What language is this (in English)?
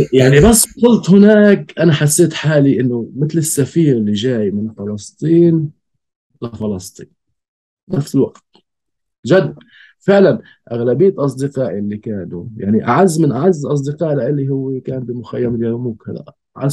North Levantine Arabic